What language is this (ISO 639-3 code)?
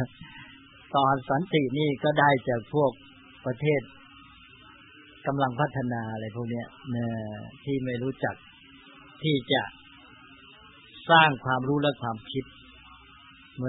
tha